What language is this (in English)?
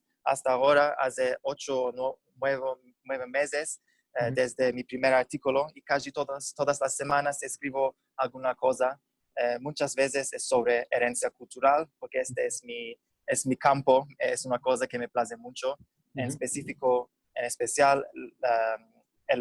Ladino